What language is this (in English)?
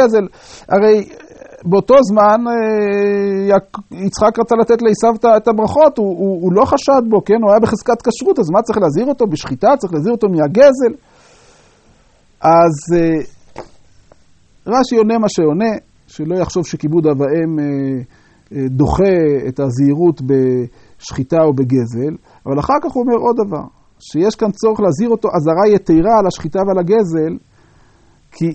Hebrew